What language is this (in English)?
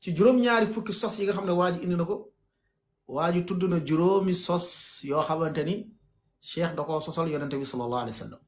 Wolof